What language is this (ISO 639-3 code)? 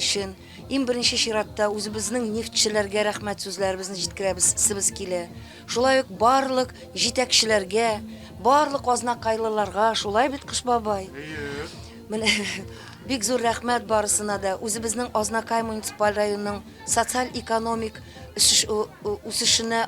tat